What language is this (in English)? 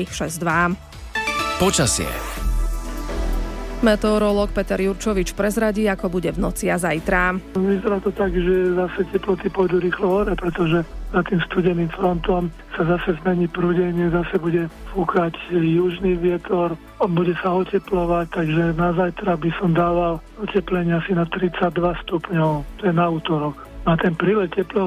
Slovak